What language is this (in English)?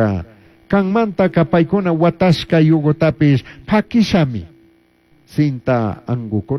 Chimborazo Highland Quichua